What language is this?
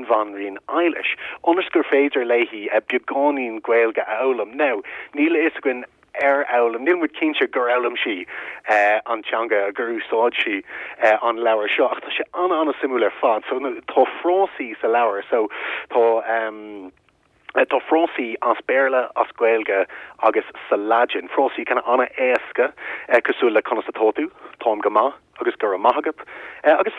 Irish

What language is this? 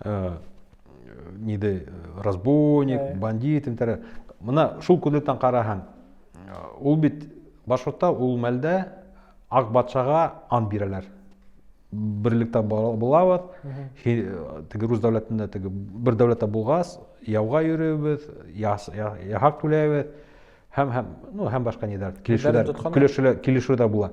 Bashkir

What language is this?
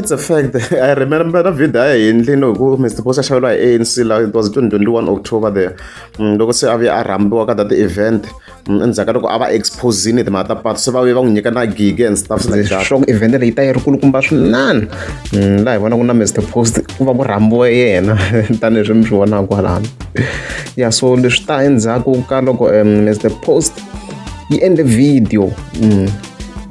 Tsonga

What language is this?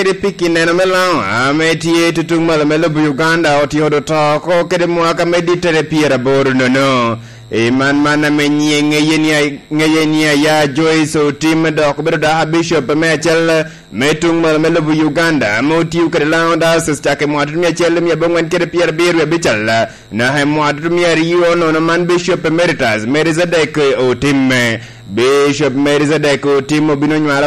Lango (Uganda)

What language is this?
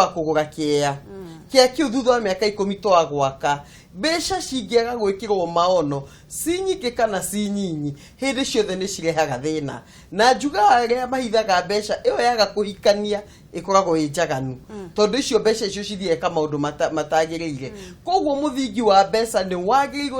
Kikuyu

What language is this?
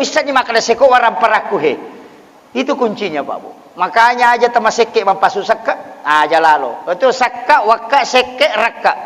Buginese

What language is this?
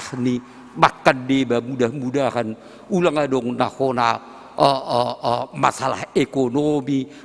Batak Simalungun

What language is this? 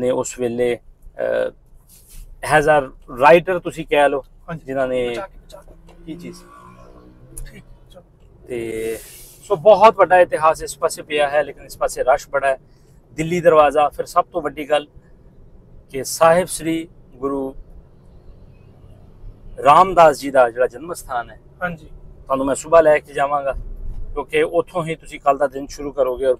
Punjabi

